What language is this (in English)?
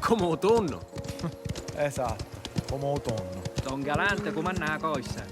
Sicilian